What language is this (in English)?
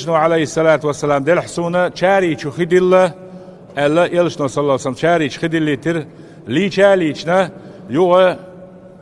Chechen